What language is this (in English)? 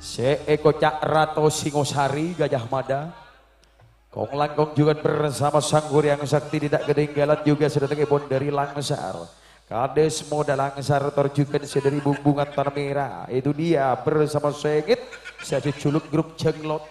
Madurese